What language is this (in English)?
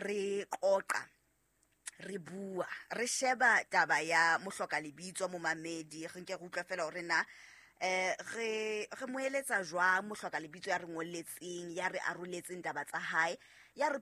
Southern Sotho